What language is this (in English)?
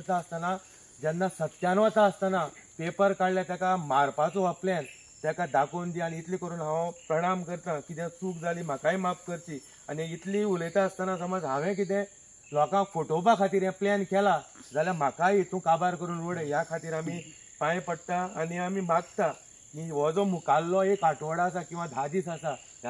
Konkani